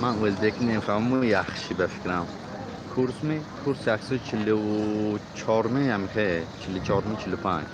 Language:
Tajik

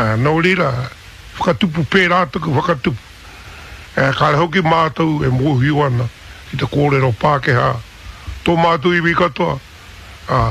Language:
Māori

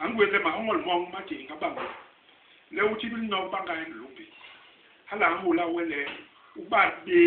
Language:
Basaa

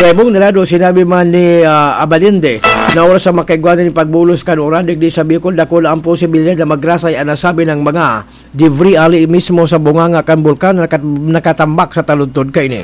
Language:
Bikol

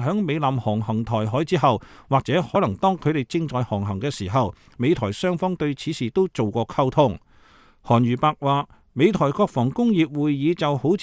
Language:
Cantonese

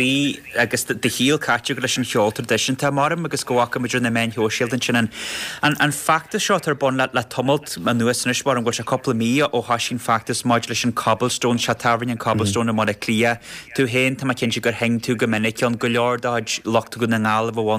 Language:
Irish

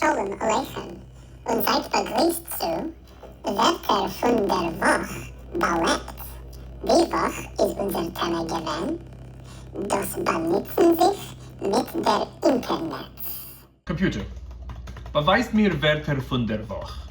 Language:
Yiddish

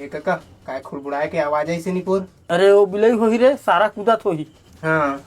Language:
Chhattisgarhi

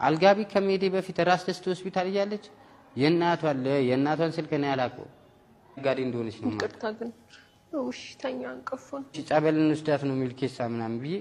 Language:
Amharic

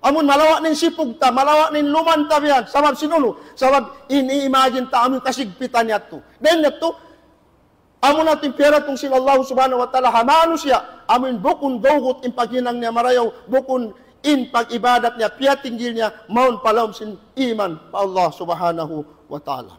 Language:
Tausug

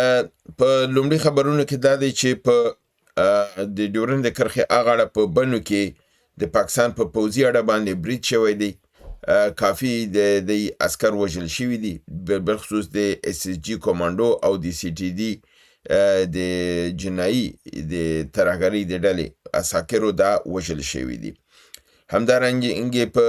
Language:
Pashto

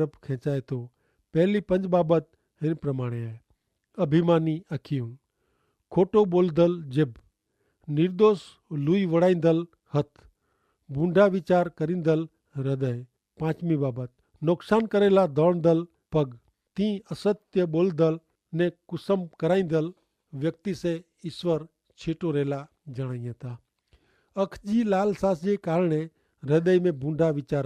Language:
Kachhi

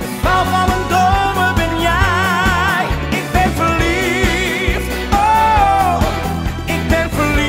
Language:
Dutch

